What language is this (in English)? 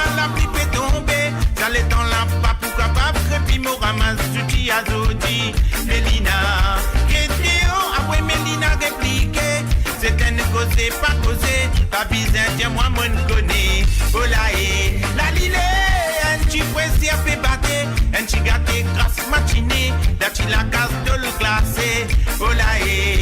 Morisyen